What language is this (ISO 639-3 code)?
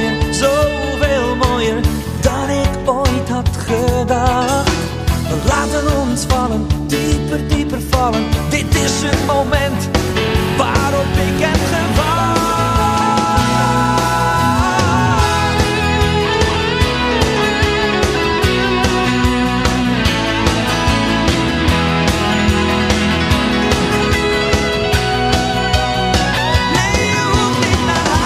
nld